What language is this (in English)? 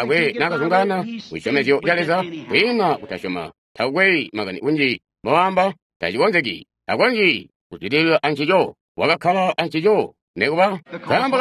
Tonga (Zambia)